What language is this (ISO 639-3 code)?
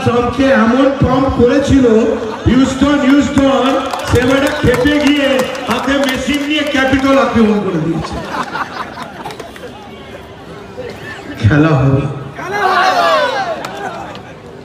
ben